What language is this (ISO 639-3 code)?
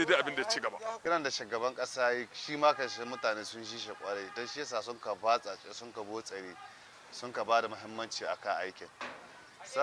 hau